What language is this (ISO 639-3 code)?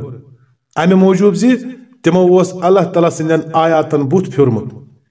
kas